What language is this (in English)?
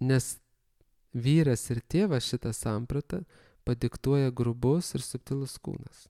Lithuanian